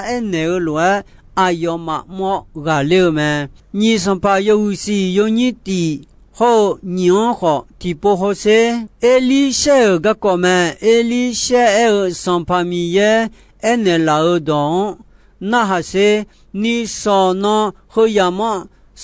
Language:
Akha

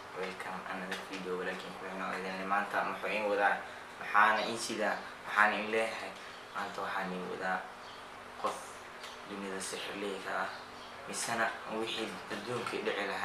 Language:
Somali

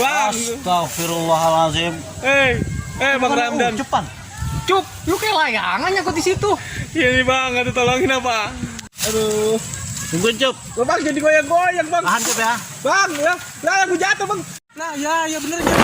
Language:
Betawi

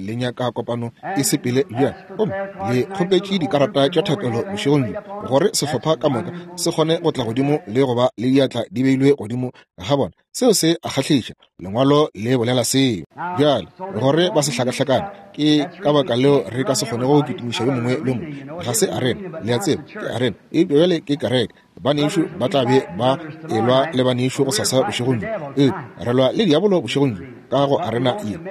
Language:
Northern Sotho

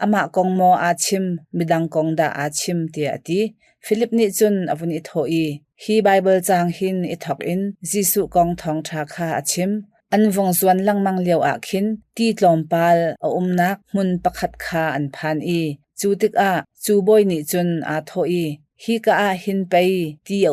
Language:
Hakha Chin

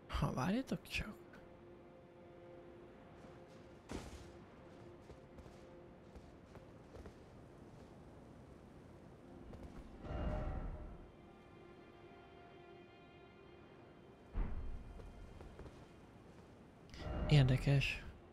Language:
Hungarian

